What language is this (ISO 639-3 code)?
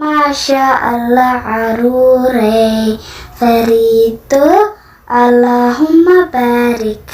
som